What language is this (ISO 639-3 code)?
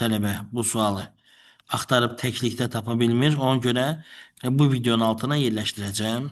aze